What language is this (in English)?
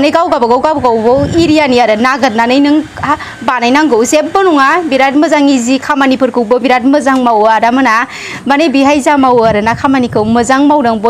Bodo